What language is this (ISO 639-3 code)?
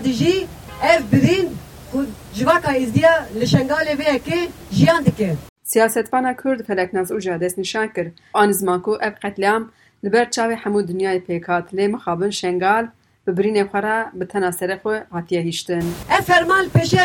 kur